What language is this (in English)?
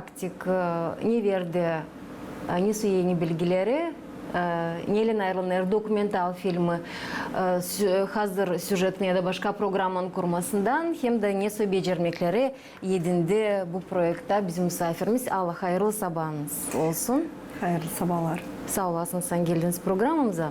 Gagauz